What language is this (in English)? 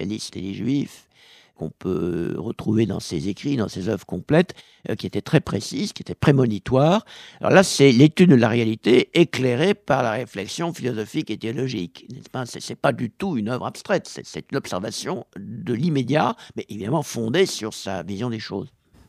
French